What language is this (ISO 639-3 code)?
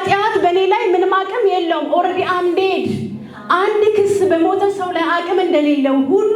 amh